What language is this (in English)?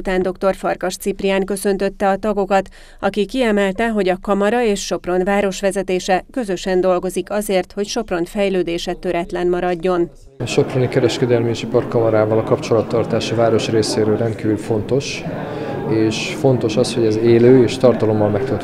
Hungarian